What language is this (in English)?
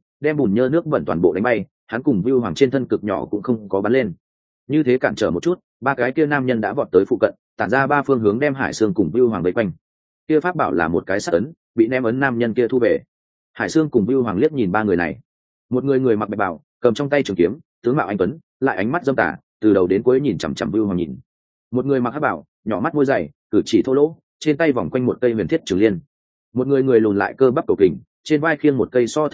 Vietnamese